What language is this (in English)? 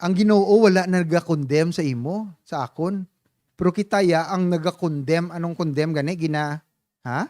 Hiligaynon